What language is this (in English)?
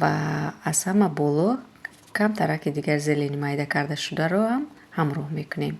Tajik